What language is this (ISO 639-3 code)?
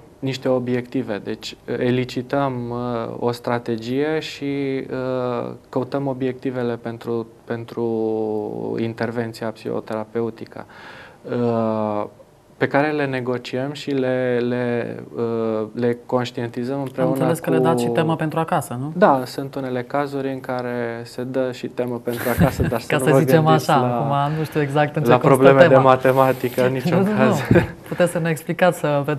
ron